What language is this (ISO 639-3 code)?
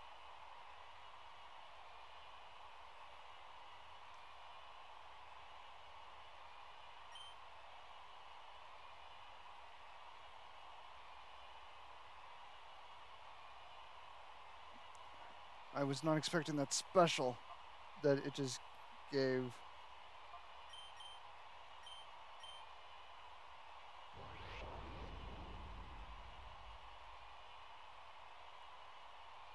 eng